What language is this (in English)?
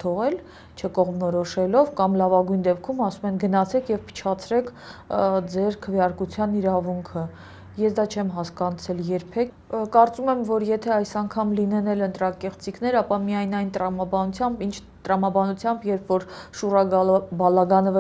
Armenian